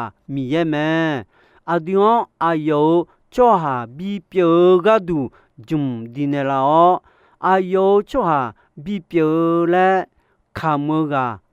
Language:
Akha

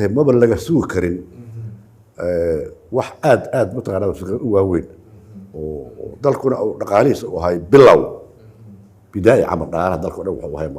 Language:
Somali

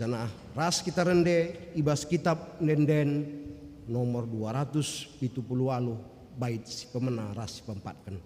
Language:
Batak Karo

